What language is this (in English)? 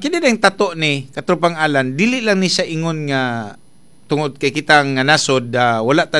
Cebuano